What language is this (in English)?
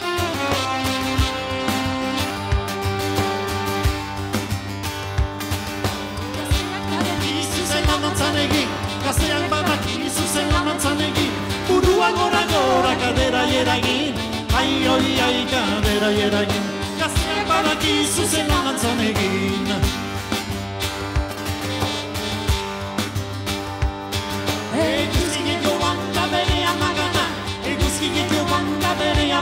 Basque